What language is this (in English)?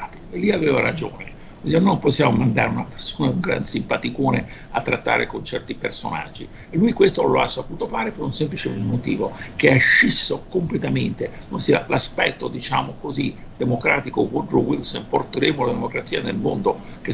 Italian